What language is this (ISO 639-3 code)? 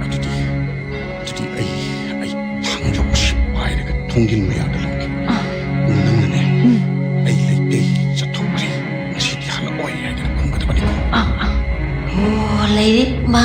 mni